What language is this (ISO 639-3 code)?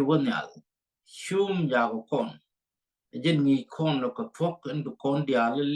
nus